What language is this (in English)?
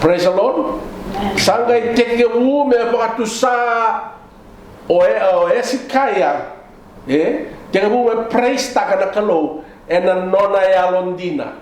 Fijian